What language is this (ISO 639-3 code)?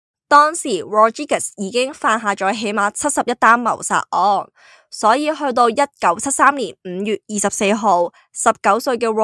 yue